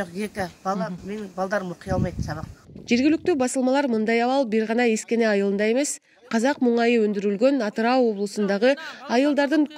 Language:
Kyrgyz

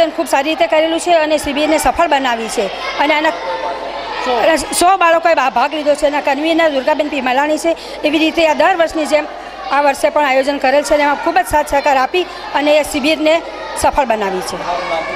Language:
Gujarati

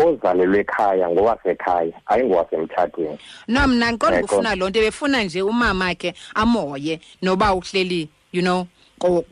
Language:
Xhosa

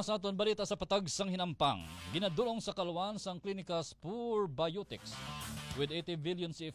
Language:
Hiligaynon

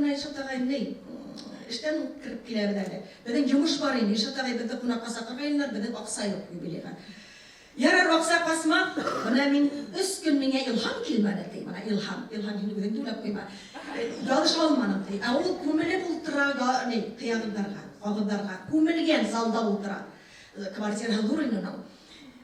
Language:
Bashkir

